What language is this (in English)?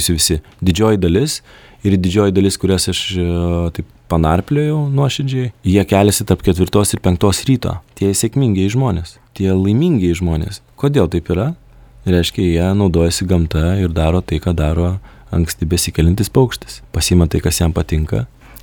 Lithuanian